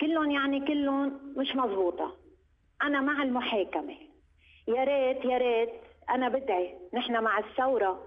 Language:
North Levantine Arabic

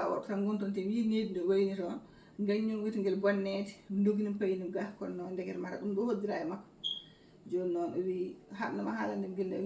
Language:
Fula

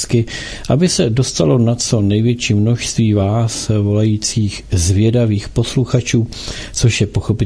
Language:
Czech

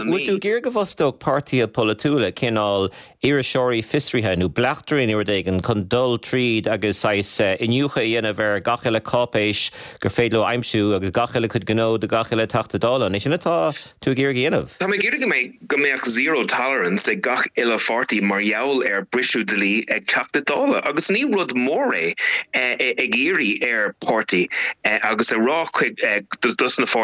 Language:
Irish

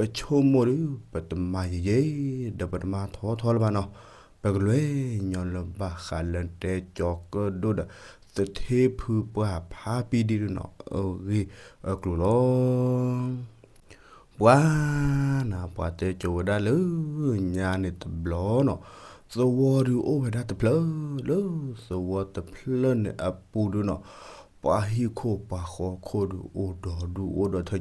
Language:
S'gaw Karen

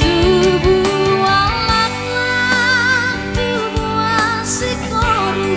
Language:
Batak Toba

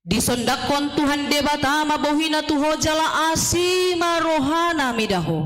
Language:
Batak Toba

